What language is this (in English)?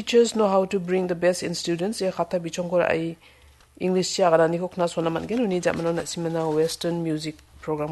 Garo